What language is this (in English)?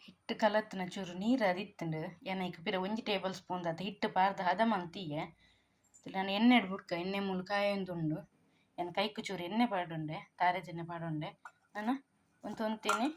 Tulu